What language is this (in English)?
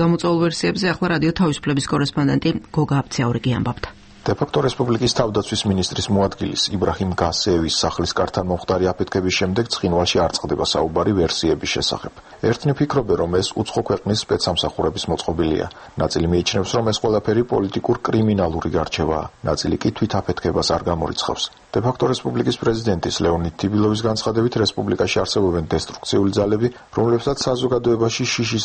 Georgian